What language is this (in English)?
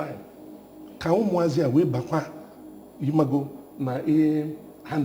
Igbo